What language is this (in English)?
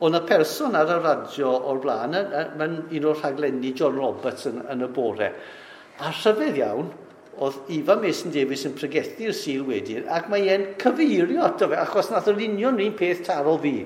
Welsh